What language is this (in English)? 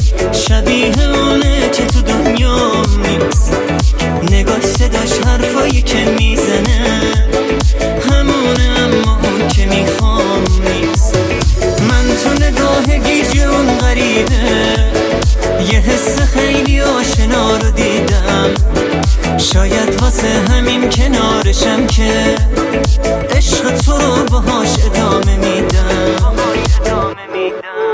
Persian